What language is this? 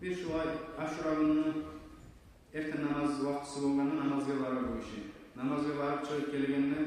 Kumyk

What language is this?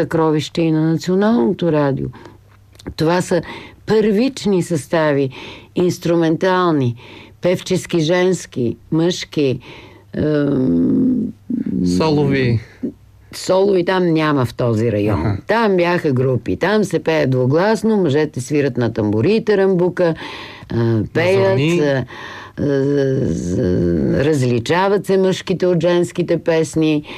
Bulgarian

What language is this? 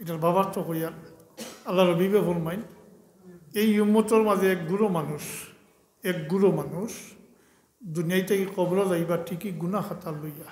Sylheti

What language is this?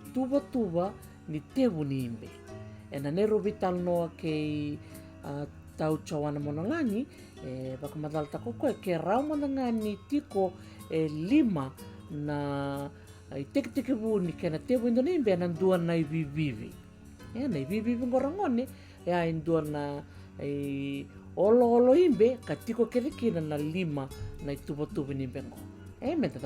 Fijian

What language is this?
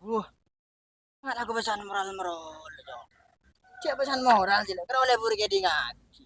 Madurese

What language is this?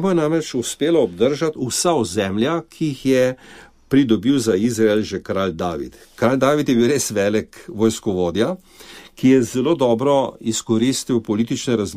Slovenian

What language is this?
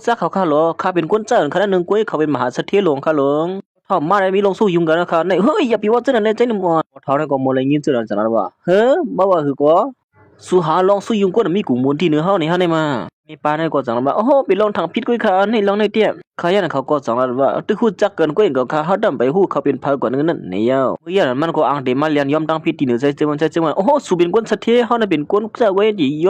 Shan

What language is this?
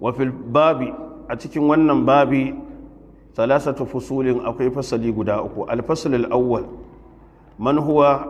Hausa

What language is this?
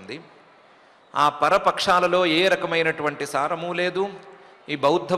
Telugu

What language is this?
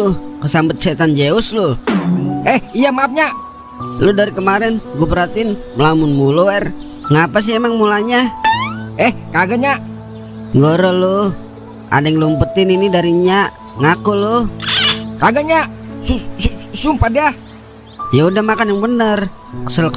Betawi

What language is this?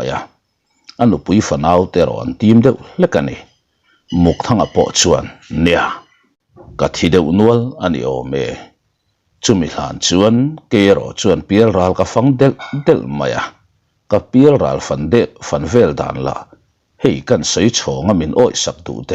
Mizo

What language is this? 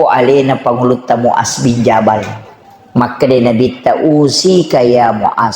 Buginese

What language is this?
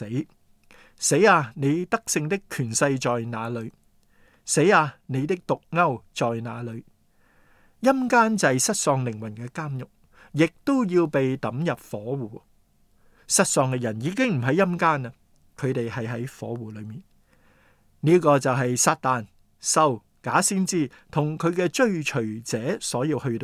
Cantonese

